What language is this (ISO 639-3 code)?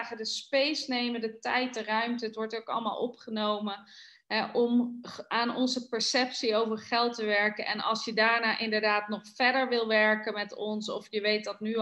nld